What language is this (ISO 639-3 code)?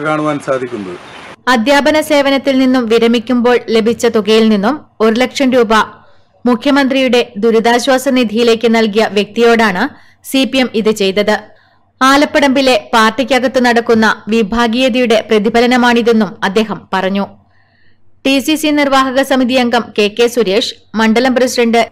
mal